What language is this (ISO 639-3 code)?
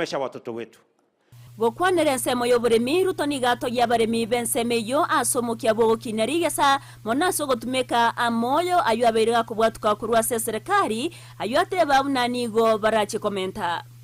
guz